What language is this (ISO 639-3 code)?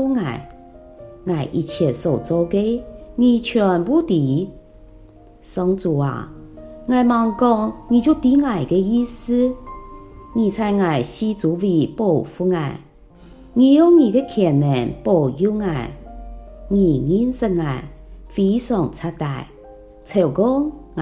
hak